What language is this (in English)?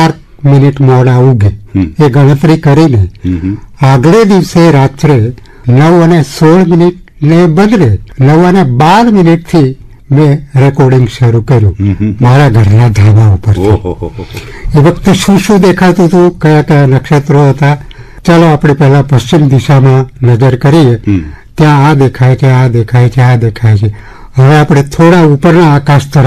Gujarati